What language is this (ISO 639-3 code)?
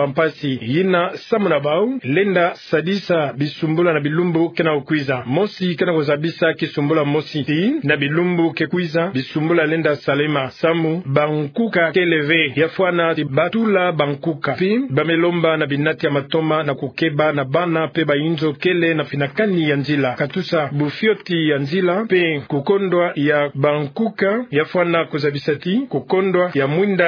ktu